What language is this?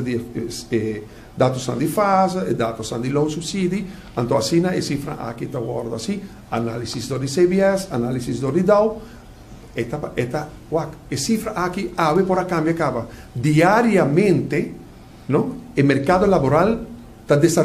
Papiamento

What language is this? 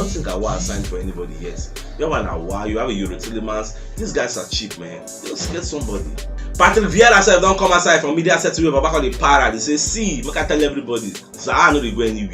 Nigerian Pidgin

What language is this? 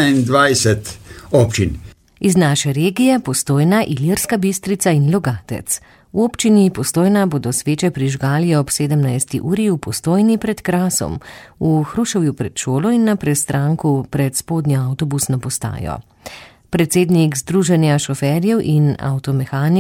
Slovenian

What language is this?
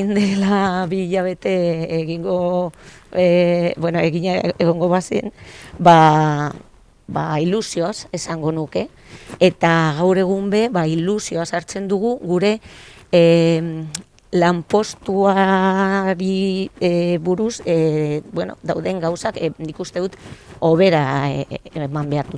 Basque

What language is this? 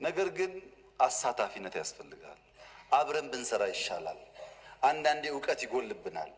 Amharic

